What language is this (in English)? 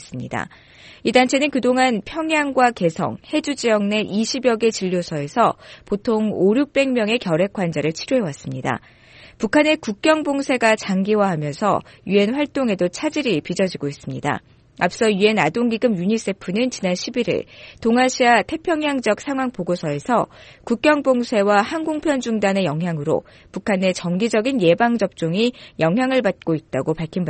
Korean